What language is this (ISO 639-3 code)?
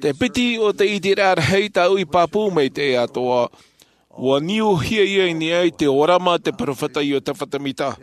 tah